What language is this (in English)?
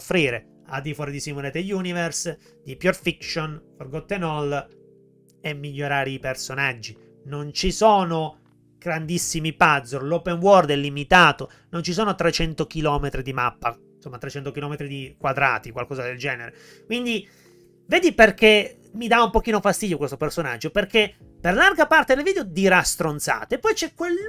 Italian